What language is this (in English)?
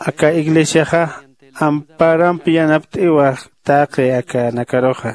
Aymara